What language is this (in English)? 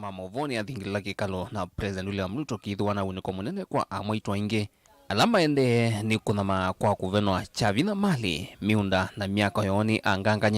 Kamba